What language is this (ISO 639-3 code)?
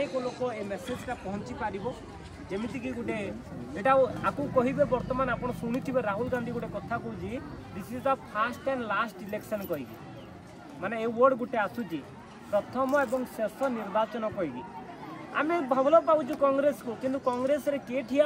tel